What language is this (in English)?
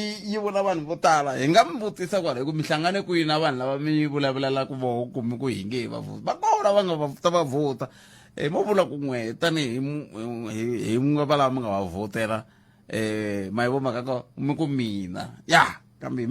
Tsonga